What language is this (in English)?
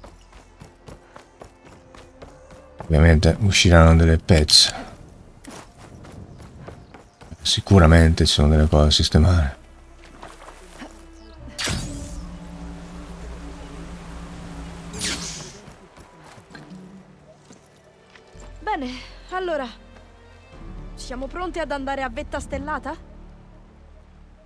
Italian